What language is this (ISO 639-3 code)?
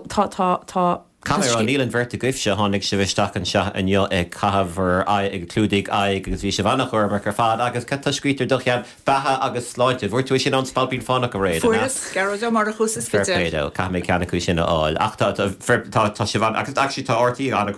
gle